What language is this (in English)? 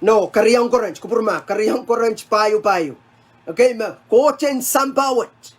Pohnpeian